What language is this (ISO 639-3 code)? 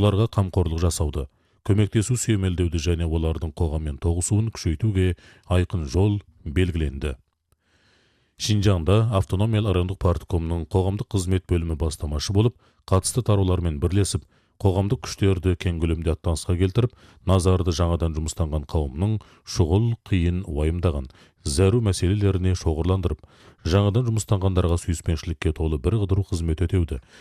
kaz